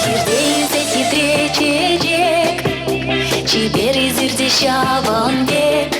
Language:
Chuvash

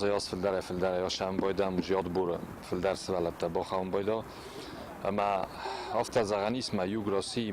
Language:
Ossetic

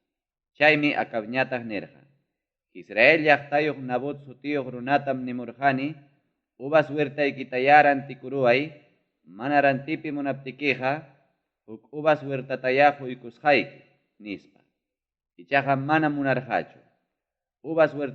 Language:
Ayacucho Quechua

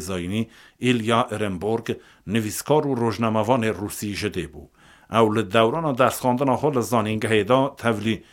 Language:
Kurdish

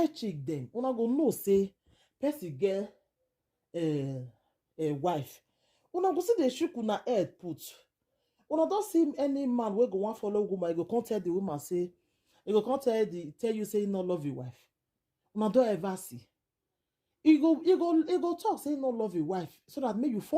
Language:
Nigerian Pidgin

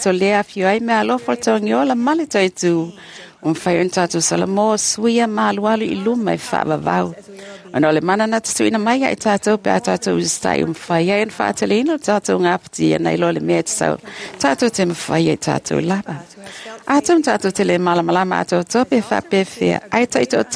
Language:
Samoan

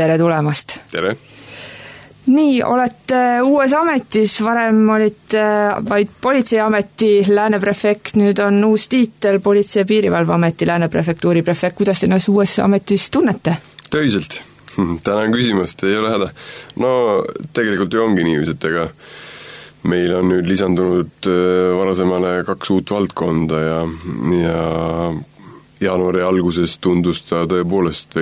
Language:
Estonian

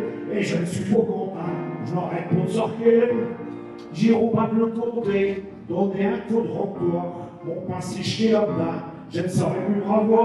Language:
Picard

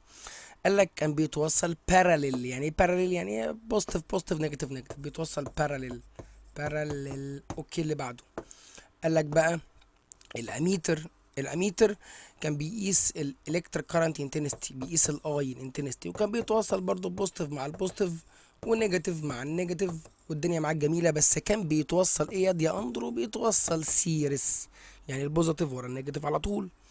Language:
Egyptian Arabic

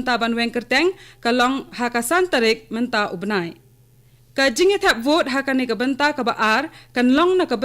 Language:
Khasi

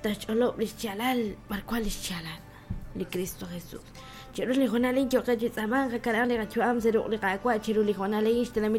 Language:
Kekchí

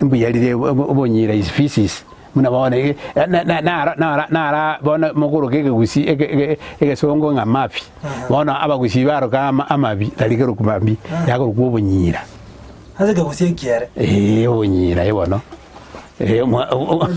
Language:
Gusii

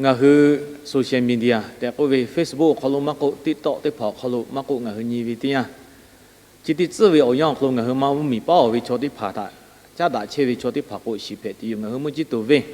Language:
Lahu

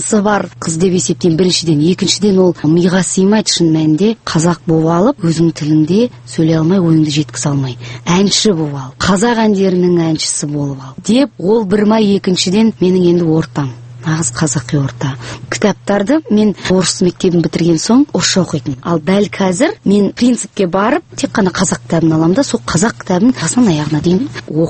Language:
Kazakh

